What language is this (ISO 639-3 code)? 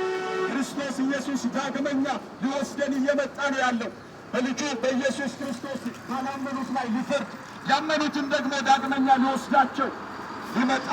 amh